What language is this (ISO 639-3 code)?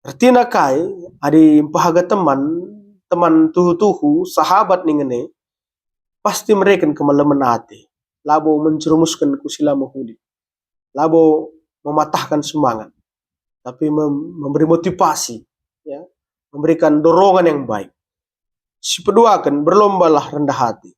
btx